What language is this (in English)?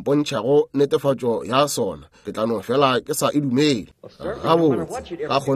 Northern Sotho